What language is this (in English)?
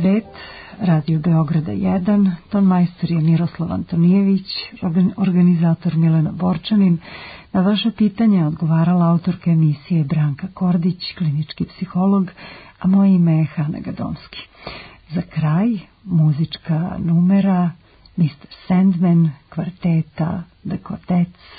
Serbian